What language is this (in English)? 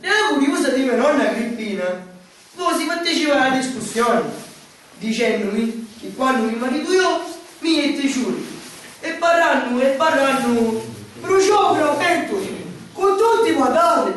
Sicilian